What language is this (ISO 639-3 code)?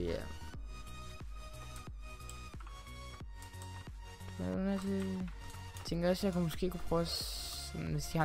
dan